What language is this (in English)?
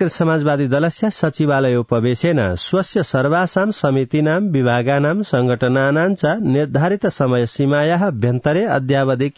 Sanskrit